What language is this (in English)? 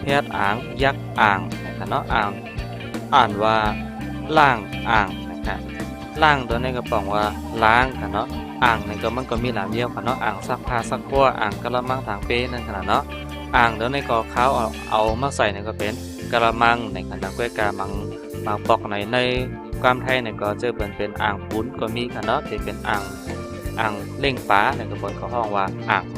Shan